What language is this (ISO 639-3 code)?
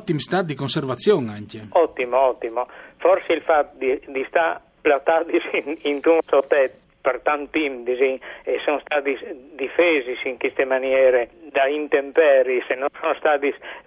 fur